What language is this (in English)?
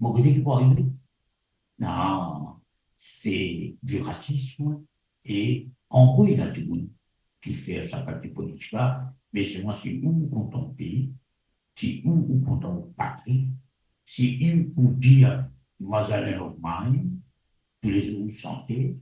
Morisyen